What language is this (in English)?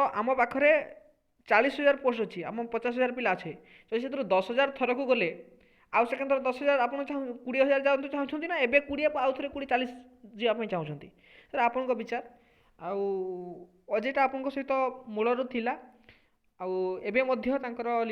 Odia